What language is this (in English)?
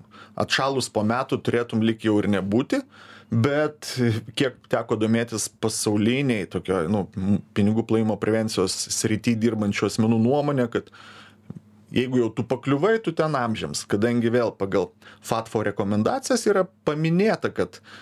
Lithuanian